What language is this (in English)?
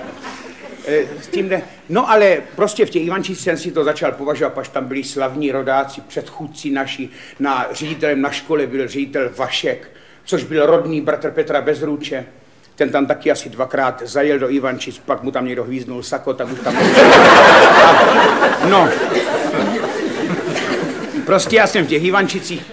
Czech